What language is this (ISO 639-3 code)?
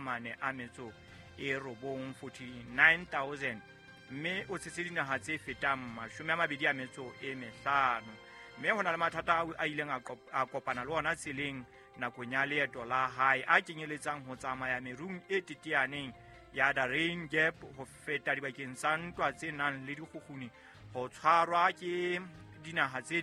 sot